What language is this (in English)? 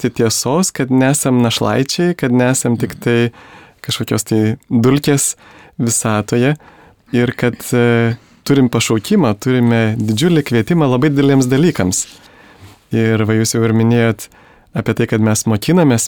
Lithuanian